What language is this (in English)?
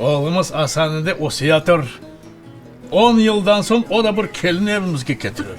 Crimean Tatar